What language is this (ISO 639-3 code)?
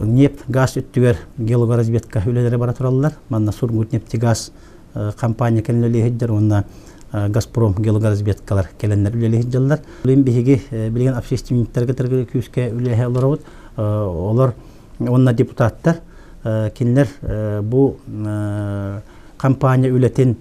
sah